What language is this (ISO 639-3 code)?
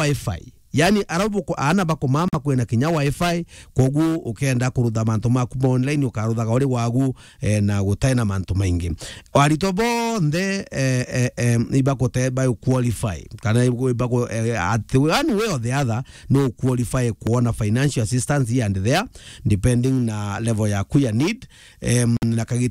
mer